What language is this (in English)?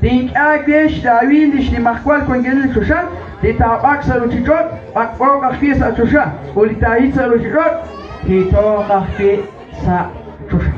Kekchí